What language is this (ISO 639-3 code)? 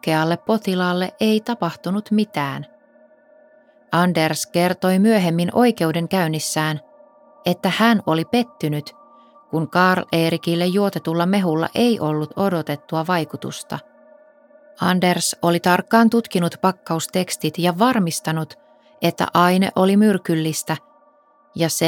fin